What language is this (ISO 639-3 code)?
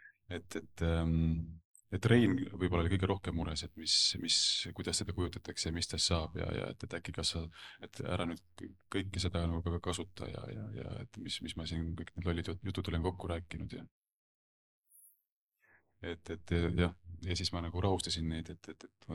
est